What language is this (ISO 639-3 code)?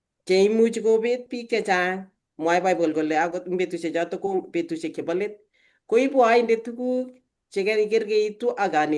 kln